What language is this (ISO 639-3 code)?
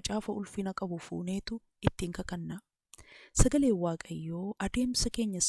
orm